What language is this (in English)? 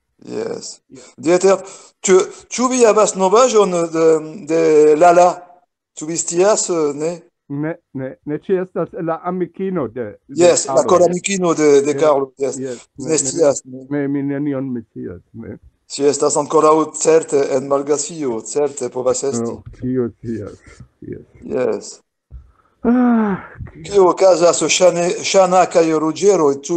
Esperanto